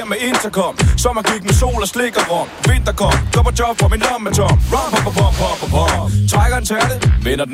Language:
Danish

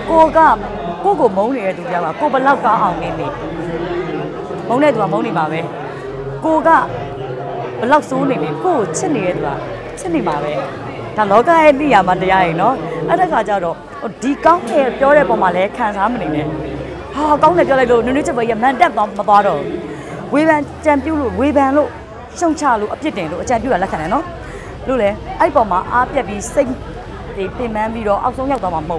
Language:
Burmese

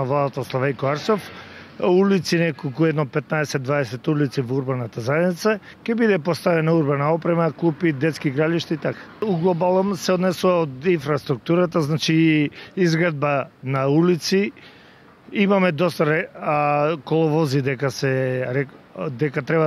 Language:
Macedonian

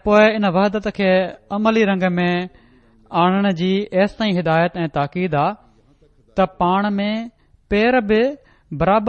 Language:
Sindhi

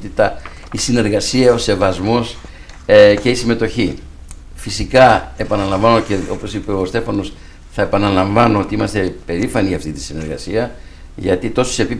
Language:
Greek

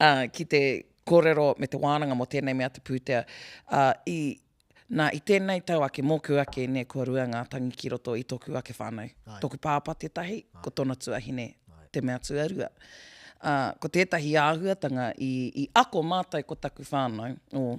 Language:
Māori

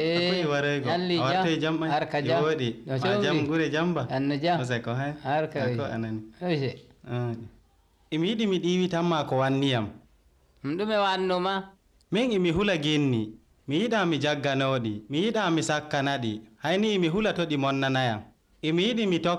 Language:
Nigerian Fulfulde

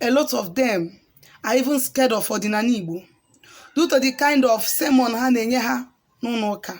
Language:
Igbo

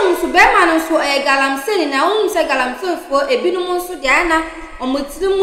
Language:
Akan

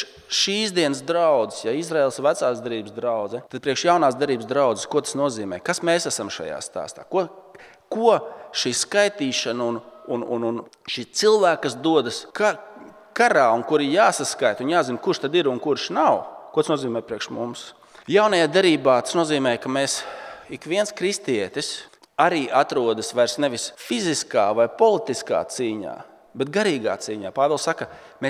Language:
Latvian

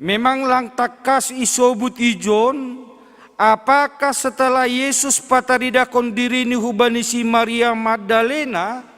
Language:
Batak Simalungun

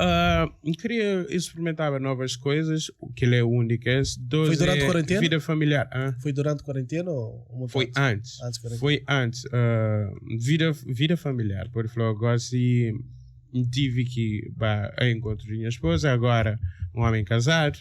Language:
Kabuverdianu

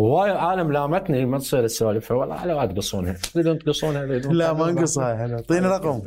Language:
Mesopotamian Arabic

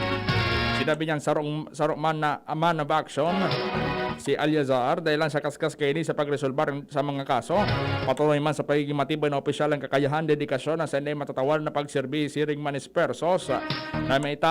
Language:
Bikol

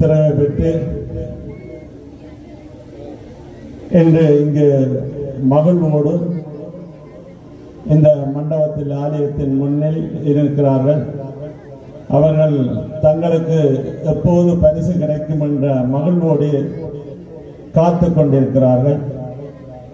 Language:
Tamil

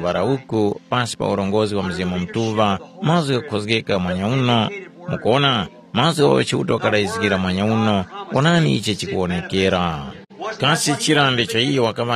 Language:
Tumbuka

